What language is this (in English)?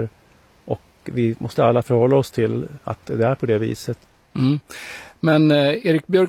Swedish